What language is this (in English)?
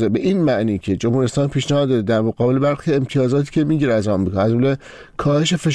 Persian